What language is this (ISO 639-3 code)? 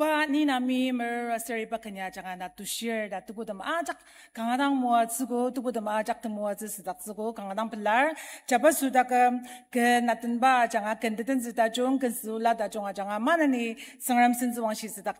njo